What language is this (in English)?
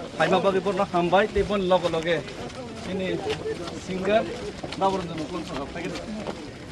Kok Borok